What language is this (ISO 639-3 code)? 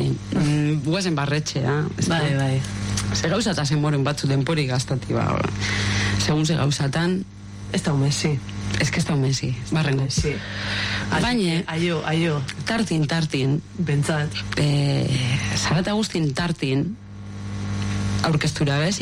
eus